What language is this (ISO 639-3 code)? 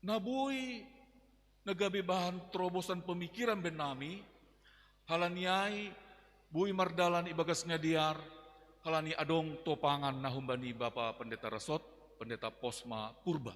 bts